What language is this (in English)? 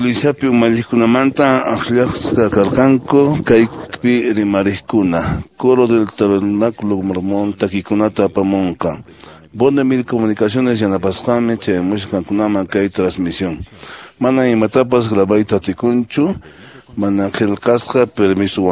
Quechua